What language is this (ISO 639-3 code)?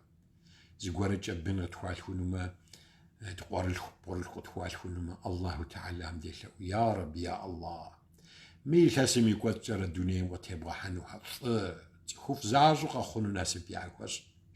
kbd